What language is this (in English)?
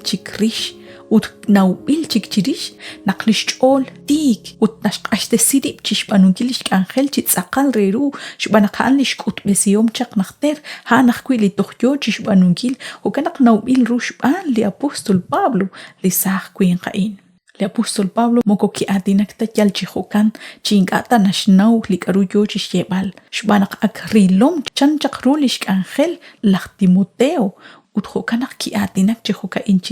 Kekchí